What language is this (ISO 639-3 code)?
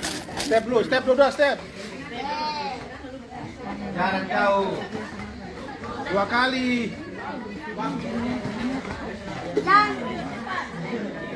ind